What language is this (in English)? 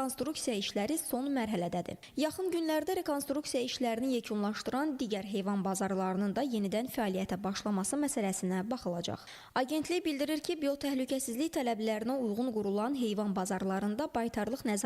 Azerbaijani